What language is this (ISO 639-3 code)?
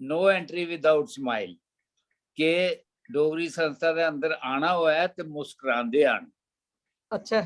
doi